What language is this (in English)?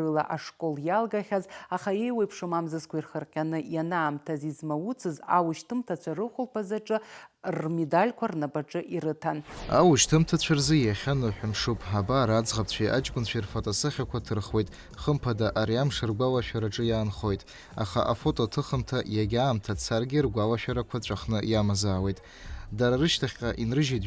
Abkhazian